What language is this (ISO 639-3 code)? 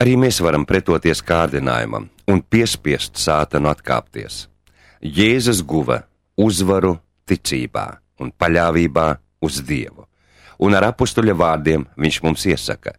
lav